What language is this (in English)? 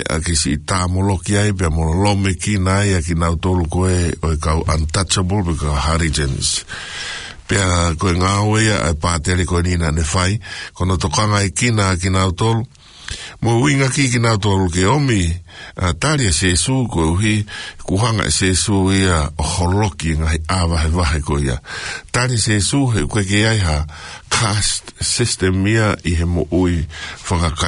Tongan